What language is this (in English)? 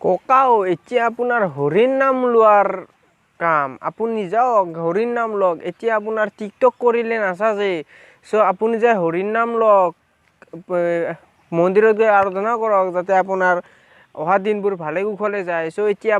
Assamese